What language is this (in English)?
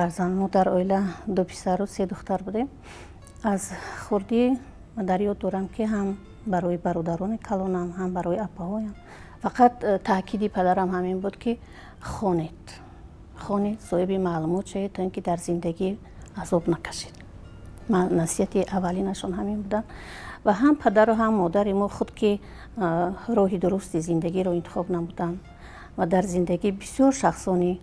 Tajik